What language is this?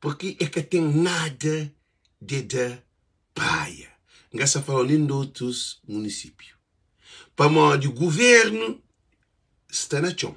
Kabuverdianu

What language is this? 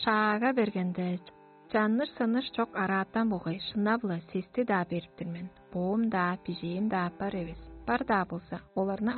Tuvinian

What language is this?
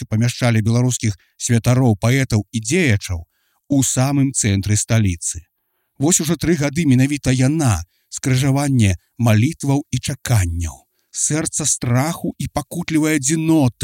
Belarusian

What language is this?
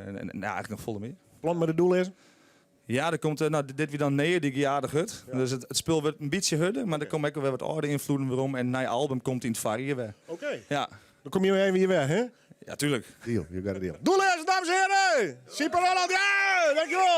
Western Frisian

